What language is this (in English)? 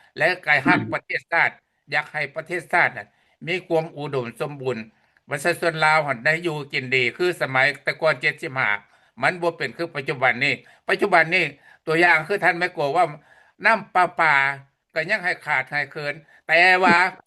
Lao